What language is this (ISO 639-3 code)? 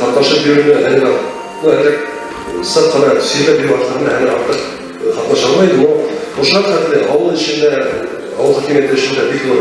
bak